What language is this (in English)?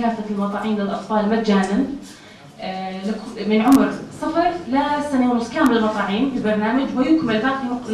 North Levantine Arabic